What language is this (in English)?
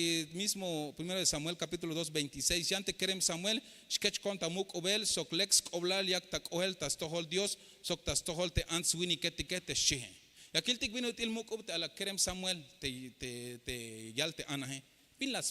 Tzeltal